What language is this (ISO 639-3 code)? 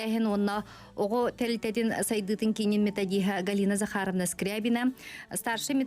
sah